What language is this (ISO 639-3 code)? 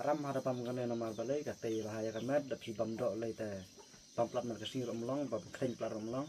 kha